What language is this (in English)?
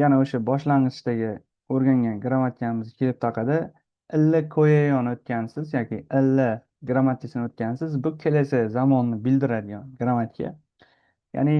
Uzbek